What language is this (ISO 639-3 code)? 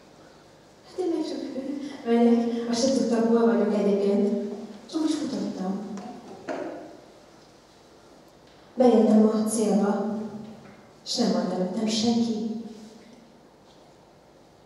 hun